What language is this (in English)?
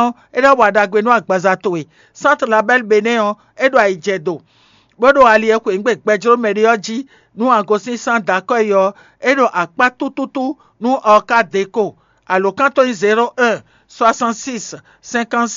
Fon